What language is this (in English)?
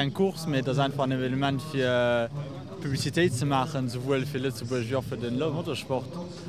Luxembourgish